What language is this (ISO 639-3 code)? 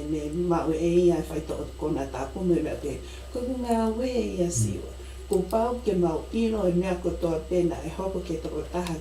ton